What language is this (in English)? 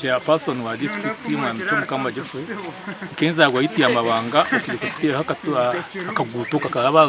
Nyankole